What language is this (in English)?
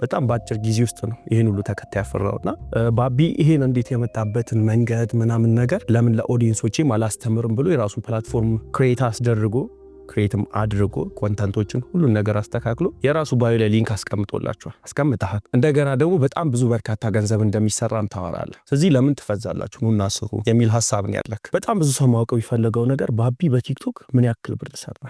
Amharic